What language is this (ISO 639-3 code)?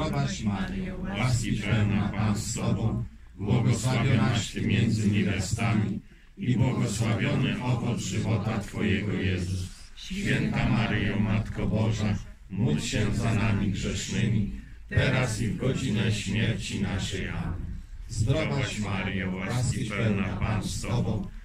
pol